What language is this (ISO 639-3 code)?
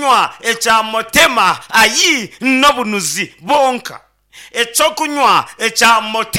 nyn